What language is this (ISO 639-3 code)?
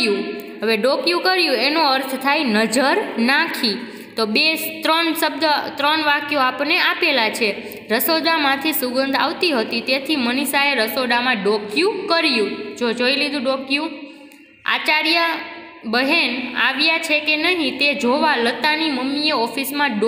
guj